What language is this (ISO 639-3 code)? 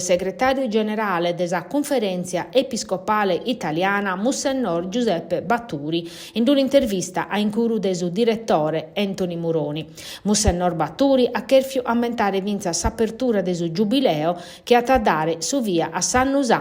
srd